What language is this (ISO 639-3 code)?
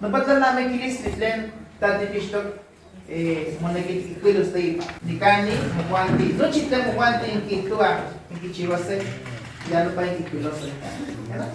nah